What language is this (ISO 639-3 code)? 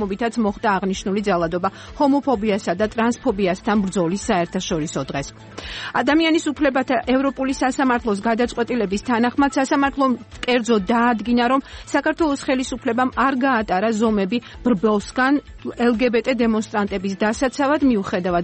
kat